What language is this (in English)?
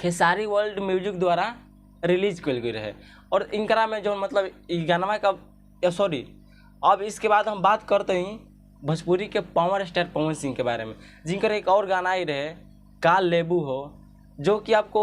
Bhojpuri